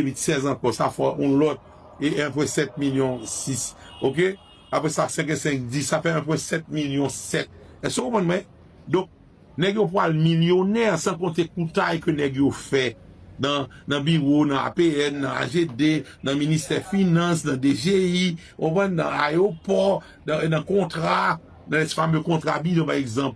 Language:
Haitian Creole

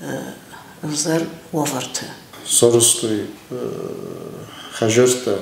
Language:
Ossetic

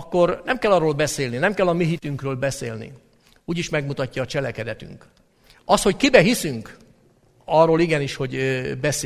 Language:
Hungarian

